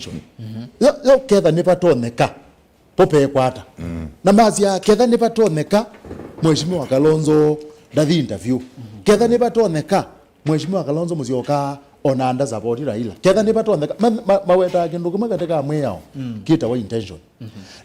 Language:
Kamba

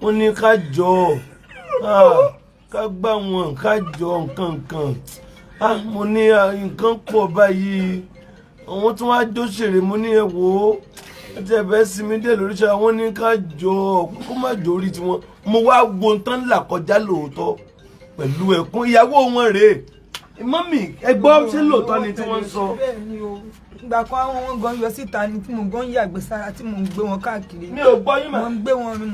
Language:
Yoruba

